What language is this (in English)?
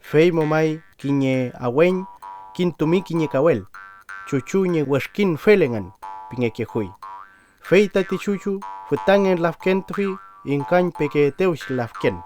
Mapuche